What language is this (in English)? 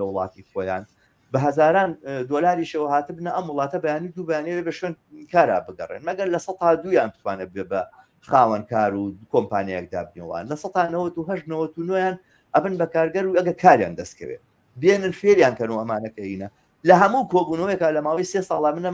Central Kurdish